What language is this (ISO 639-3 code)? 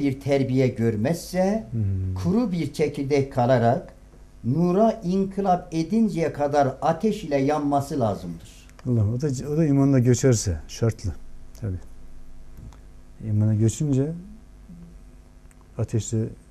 tur